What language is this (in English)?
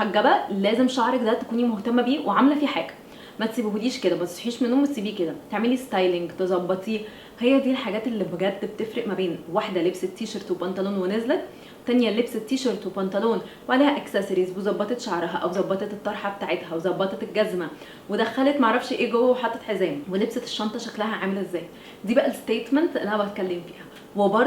Egyptian Arabic